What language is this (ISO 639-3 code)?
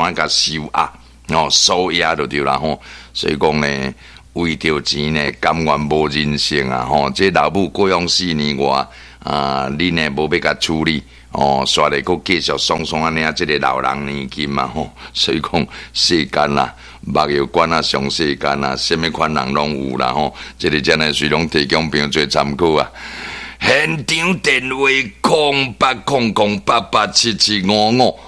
nan